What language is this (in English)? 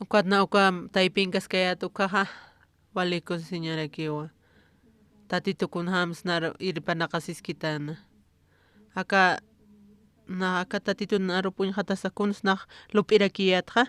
Aymara